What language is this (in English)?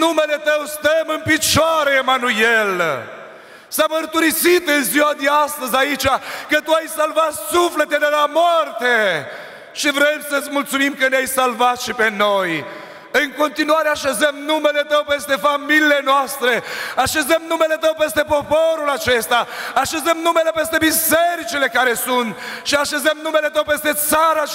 Romanian